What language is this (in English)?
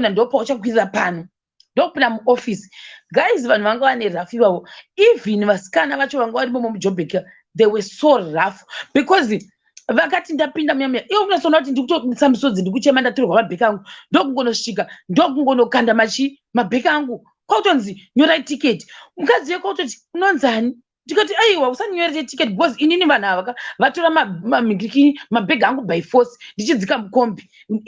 Shona